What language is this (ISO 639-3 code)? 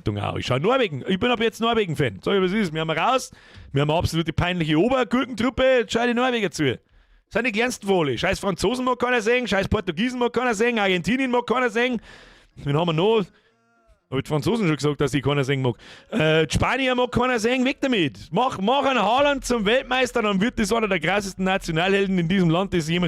bar